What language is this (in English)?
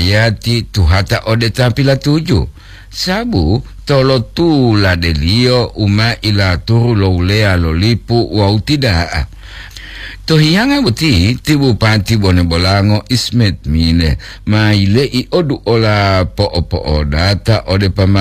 Gorontalo